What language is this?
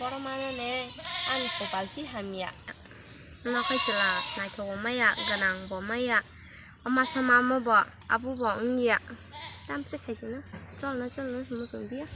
Kok Borok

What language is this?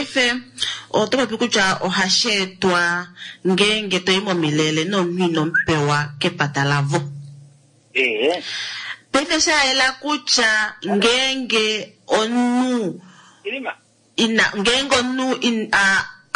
Kuanyama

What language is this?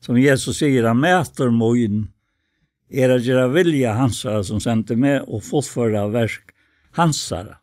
Faroese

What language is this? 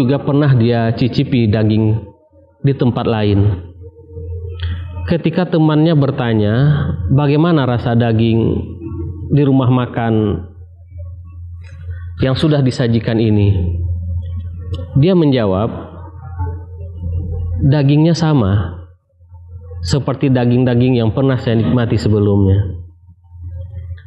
Indonesian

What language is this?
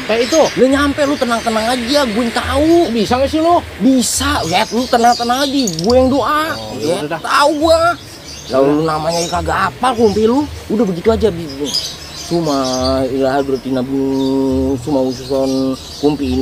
Betawi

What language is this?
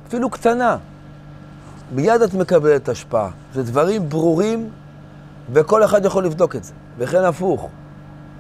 Hebrew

